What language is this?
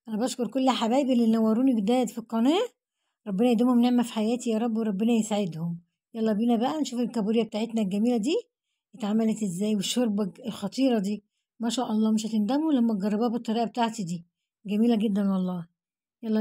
Egyptian Arabic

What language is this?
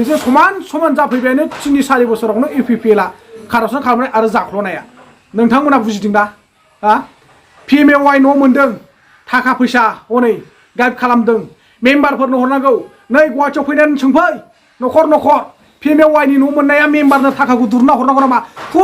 Bodo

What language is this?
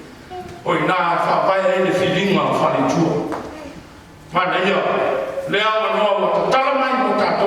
Samoan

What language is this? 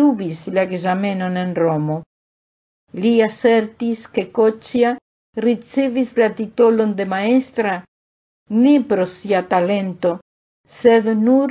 Esperanto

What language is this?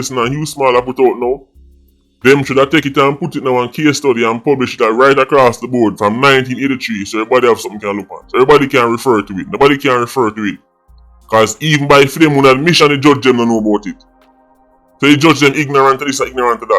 Jamaican Creole English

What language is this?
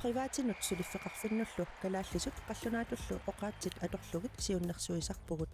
Kalaallisut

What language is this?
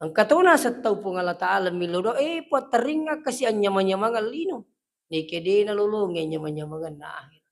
Buginese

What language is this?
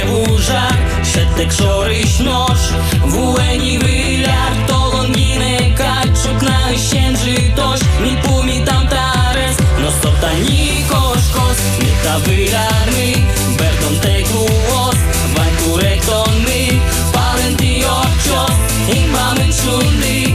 Udmurt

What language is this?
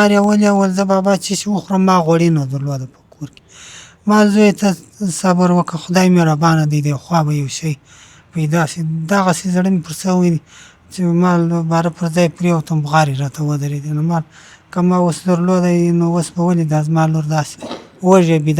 Pashto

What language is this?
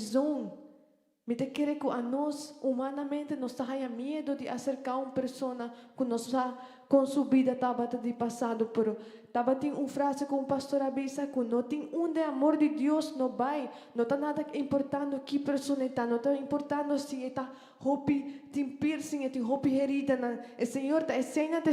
Papiamento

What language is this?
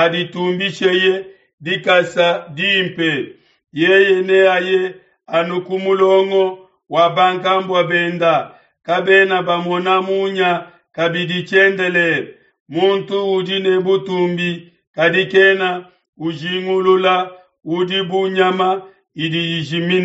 Luba-Lulua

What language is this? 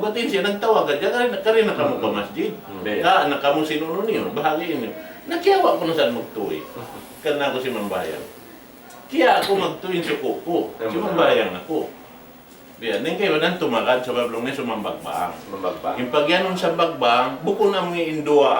Tausug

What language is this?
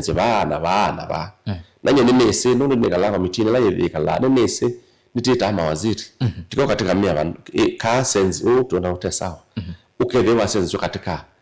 Kamba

